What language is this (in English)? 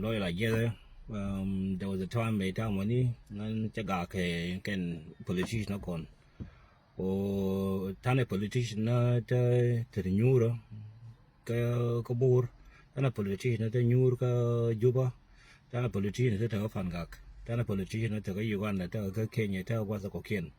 Nuer